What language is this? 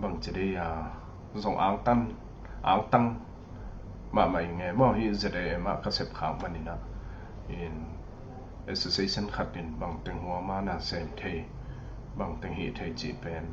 Tedim Chin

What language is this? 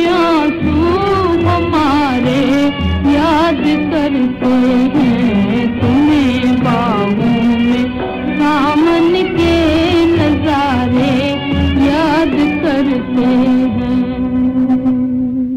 Hindi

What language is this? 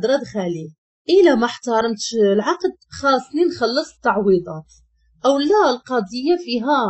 Moroccan Arabic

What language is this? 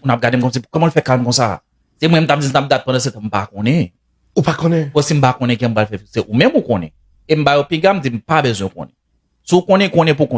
Haitian Creole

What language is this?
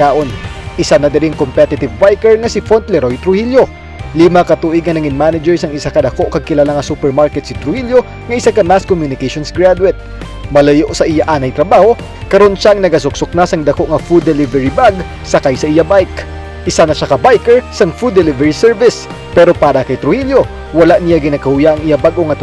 Hiligaynon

